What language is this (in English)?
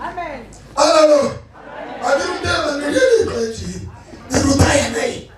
Northern Sotho